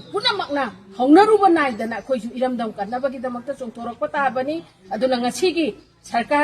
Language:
Manipuri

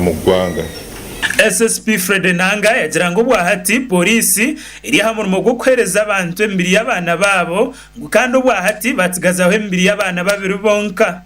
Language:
Nyankole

